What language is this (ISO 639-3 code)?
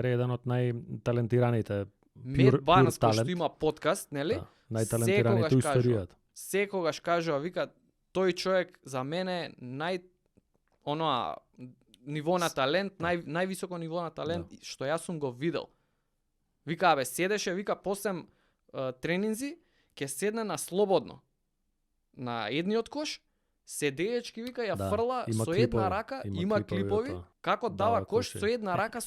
mkd